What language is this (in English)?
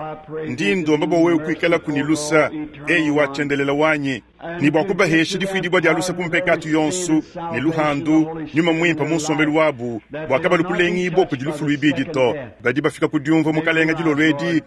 Luba-Lulua